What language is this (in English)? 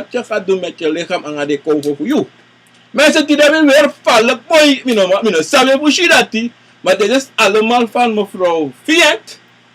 Sranan Tongo